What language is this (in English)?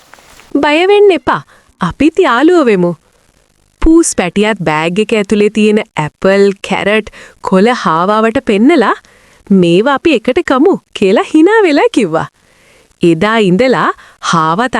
Sinhala